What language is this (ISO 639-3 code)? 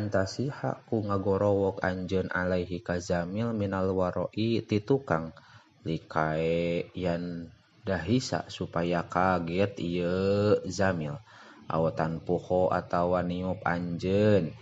sun